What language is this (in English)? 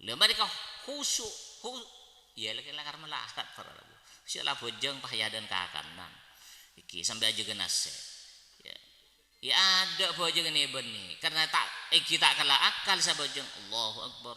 Madurese